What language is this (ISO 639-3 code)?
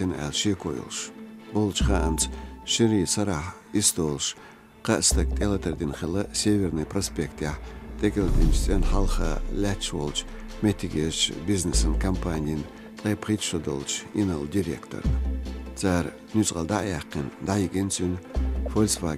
che